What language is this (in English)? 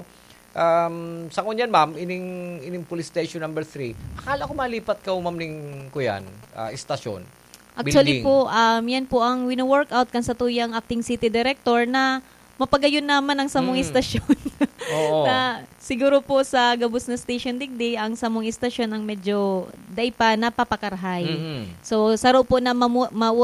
Bikol